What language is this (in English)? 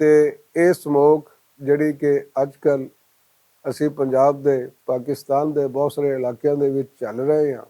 Western Panjabi